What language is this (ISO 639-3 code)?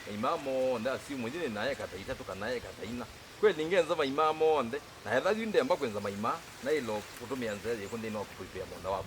kam